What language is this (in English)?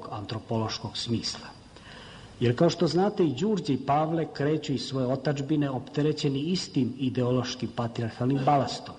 Serbian